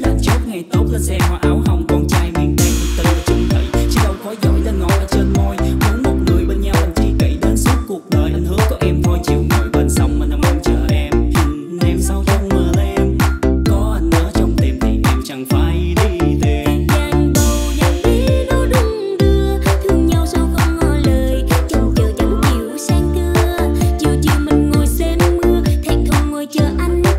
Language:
Vietnamese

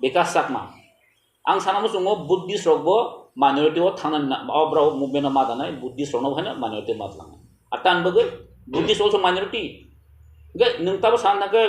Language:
Kok Borok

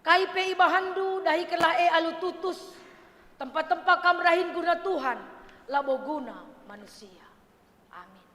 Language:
Batak Karo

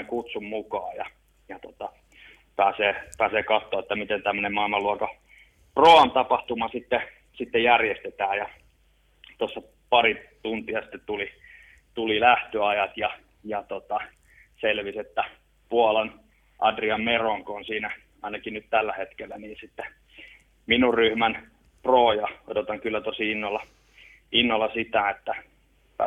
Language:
Finnish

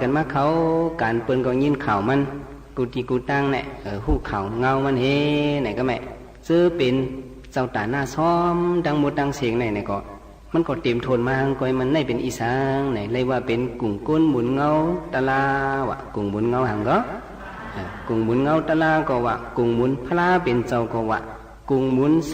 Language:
Shan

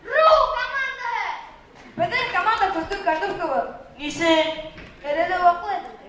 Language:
Bashkir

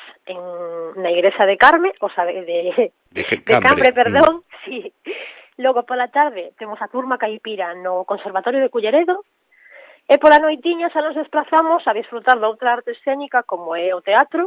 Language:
Galician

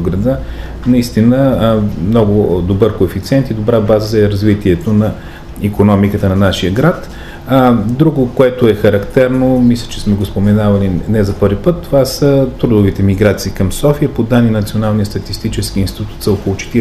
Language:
Bulgarian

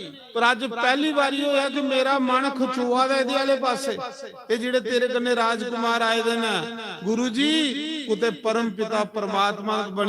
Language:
Dogri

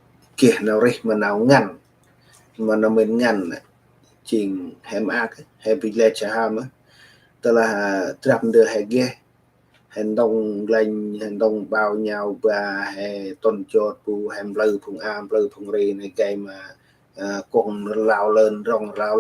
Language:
Central Mnong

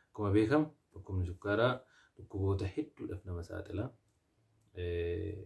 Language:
Oromo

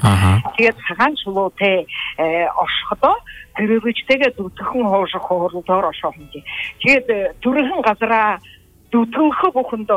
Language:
Buriat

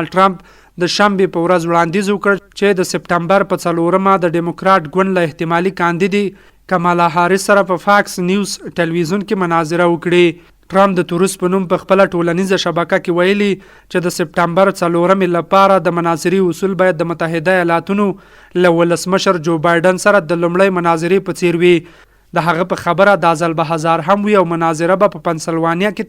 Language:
Pashto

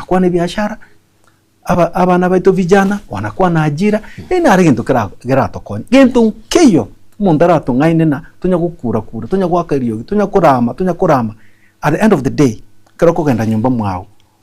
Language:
Gusii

